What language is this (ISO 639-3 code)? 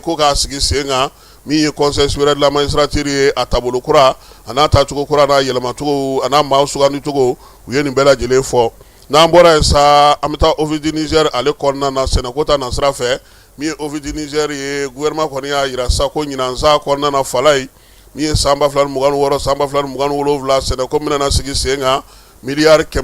bam